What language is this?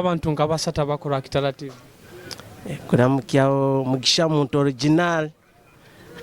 Nyoro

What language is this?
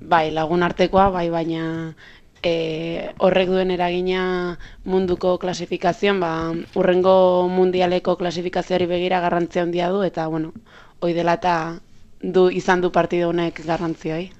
Basque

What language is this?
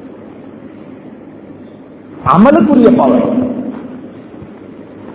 Tamil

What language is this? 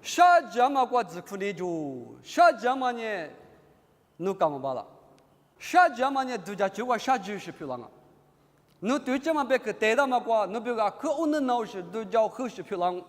Lisu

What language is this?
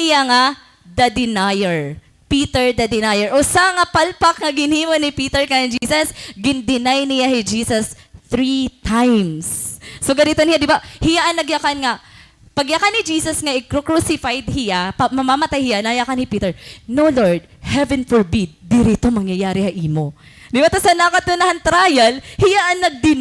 Waray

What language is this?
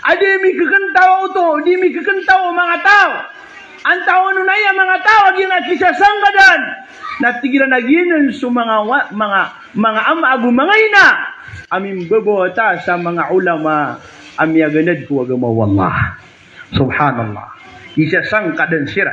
Maranao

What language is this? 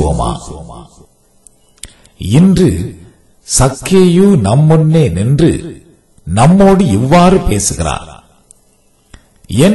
Tamil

